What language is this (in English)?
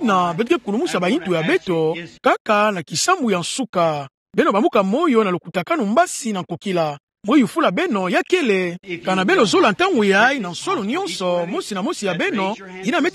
Kituba (Democratic Republic of Congo)